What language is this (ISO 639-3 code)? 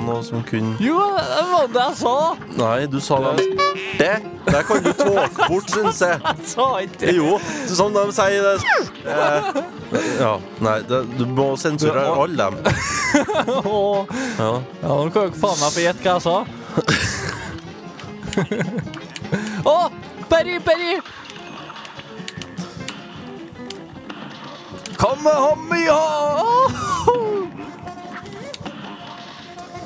nor